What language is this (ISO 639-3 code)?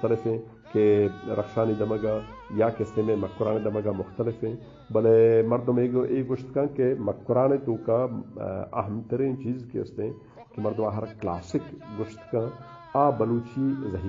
bgp